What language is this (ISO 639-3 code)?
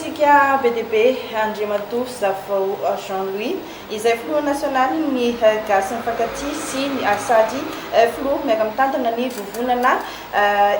mlg